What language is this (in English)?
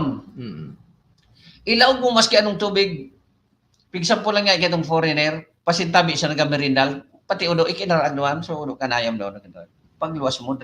Bikol